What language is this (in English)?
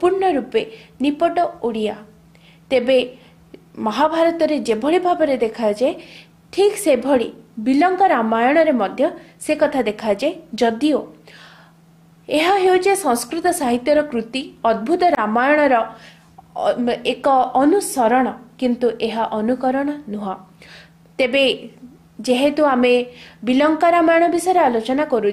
Odia